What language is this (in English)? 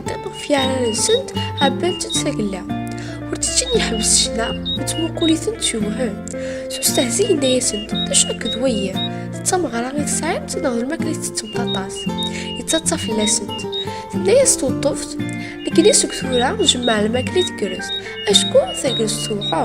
Kabyle